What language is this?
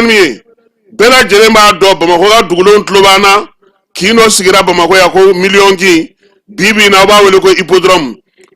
Bambara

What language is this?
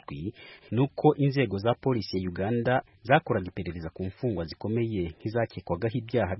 Kinyarwanda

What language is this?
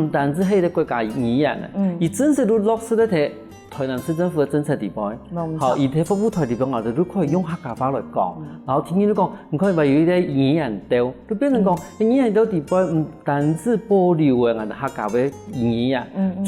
Hakka Chinese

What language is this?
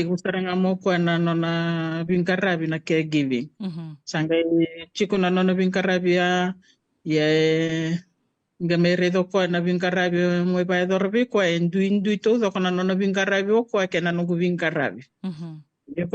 Fijian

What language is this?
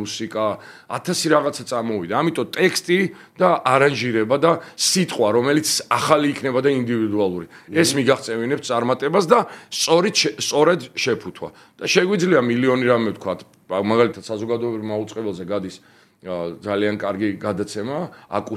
Georgian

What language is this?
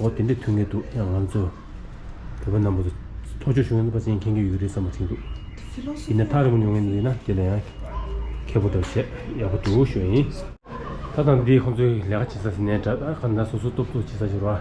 Tibetan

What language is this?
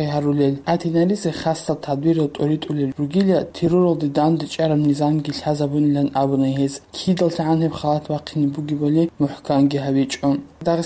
Avaric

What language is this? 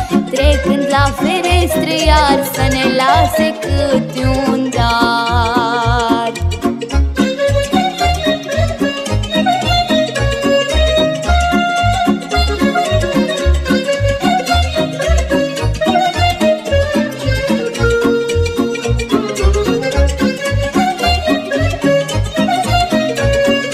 Romanian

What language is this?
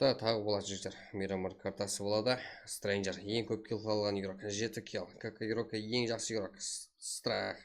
Kara-Kalpak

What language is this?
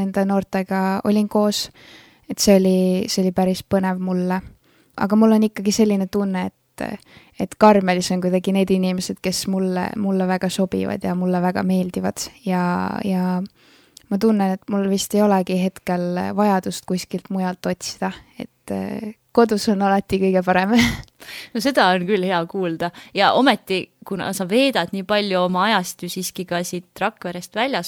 Estonian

